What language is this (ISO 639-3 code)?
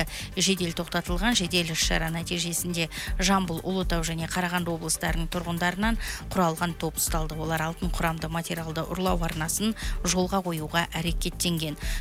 kaz